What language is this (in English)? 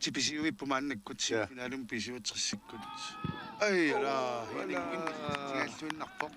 Kalaallisut